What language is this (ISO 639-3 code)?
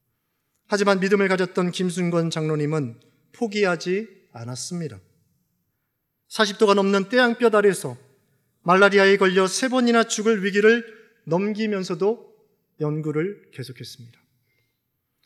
kor